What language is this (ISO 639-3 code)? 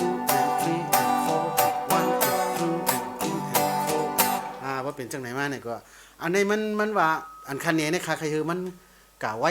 shn